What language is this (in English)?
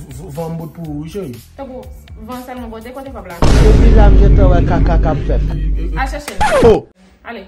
Haitian Creole